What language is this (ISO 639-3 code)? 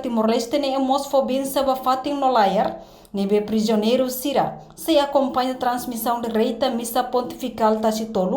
tet